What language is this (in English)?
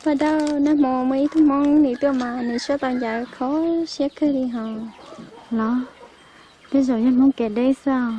Hmong